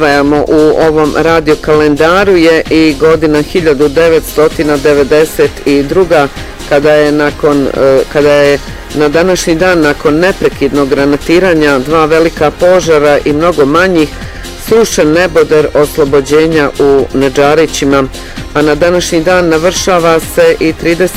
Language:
Bosnian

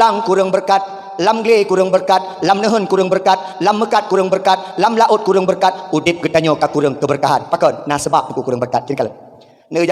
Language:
Achinese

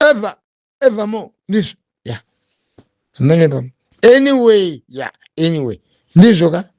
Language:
Shona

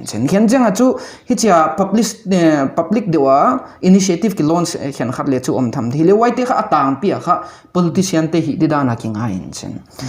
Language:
Paite Chin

